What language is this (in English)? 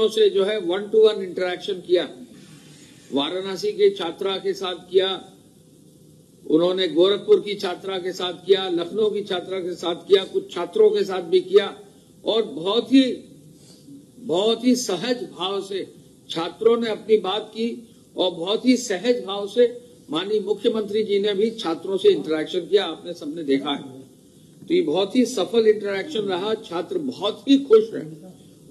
Hindi